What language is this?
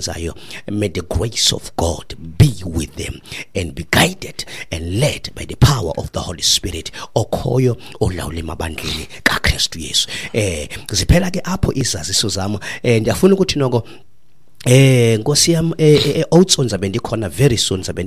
Xhosa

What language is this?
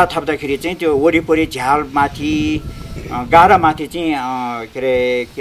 Nepali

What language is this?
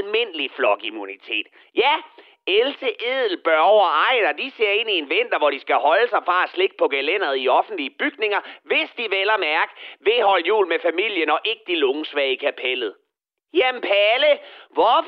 Danish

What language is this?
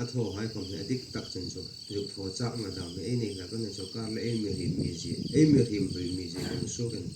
Hmar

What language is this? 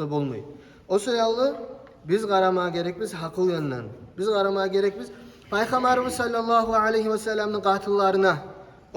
Kumyk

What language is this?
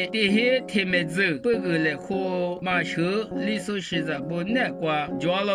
Lisu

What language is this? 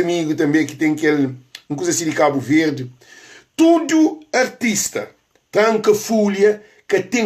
Kabuverdianu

